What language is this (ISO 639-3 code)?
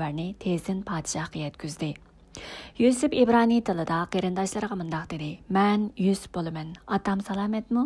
uig